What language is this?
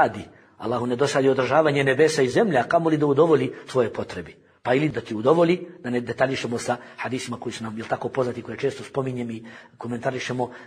Bosnian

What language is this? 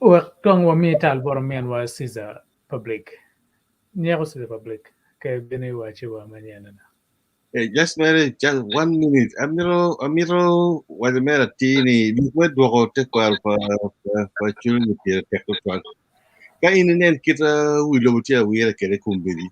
Acoli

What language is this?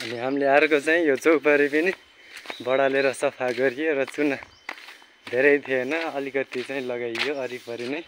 Nepali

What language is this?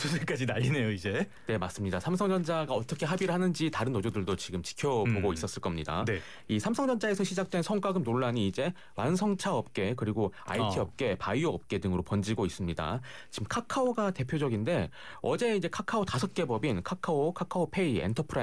Korean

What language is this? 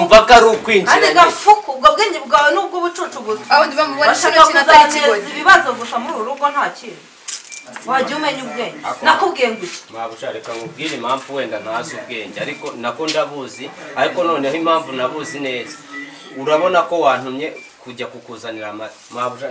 Kinyarwanda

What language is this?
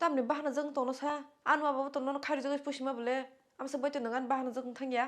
Kok Borok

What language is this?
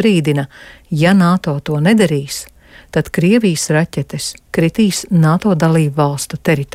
Latvian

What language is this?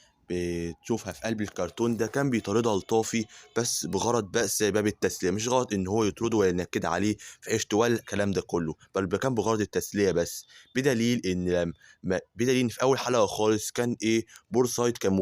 Egyptian Arabic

